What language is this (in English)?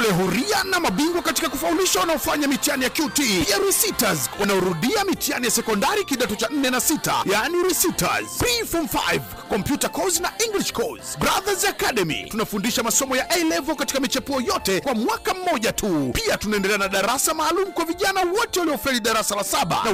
Swahili